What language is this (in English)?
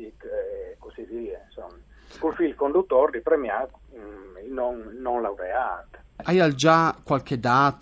Friulian